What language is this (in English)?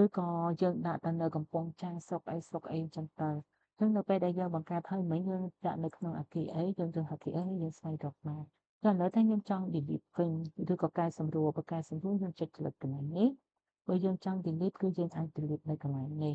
Khmer